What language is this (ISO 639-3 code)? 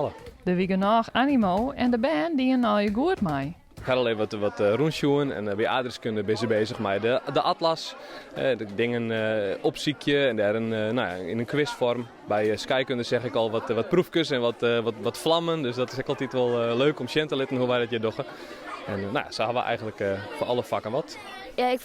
fry